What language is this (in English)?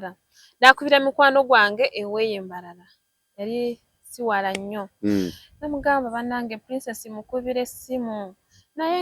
Ganda